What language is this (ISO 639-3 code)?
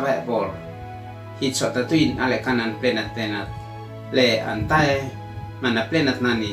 aoz